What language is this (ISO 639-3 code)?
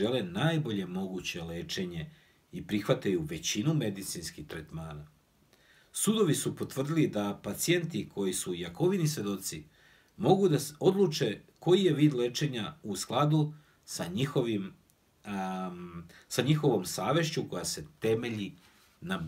srp